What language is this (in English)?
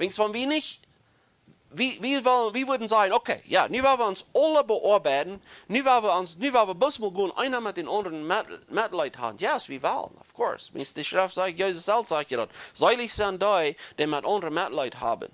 Plautdietsch